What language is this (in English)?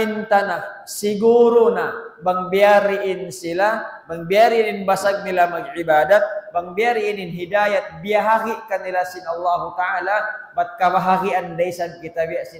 Tausug